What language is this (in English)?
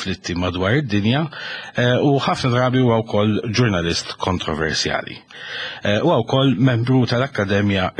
Maltese